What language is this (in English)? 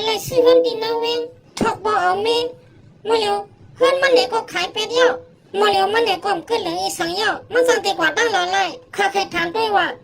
Shan